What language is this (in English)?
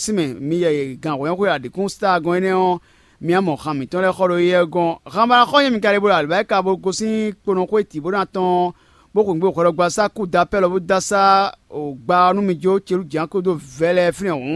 Fon